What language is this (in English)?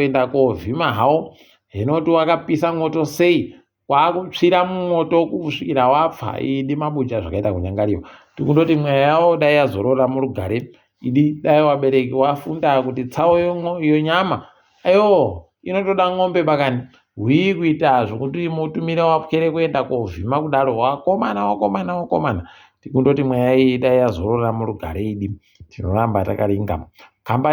Ndau